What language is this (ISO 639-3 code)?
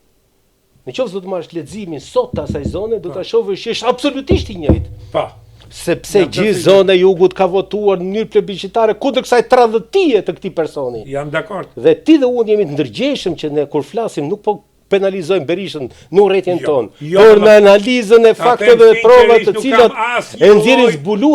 sqi